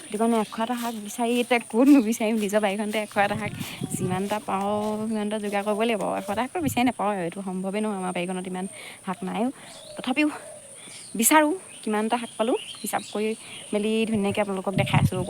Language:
Assamese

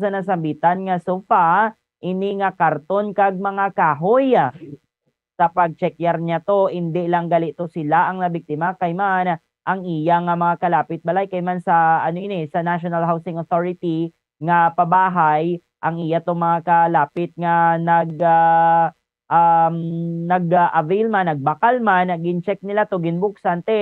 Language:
Hiligaynon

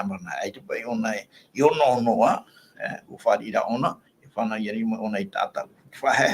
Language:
Tahitian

